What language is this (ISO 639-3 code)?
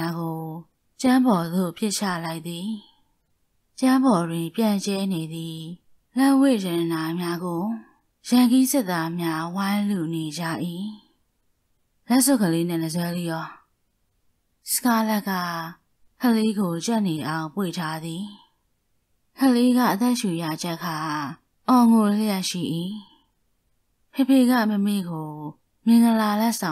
mya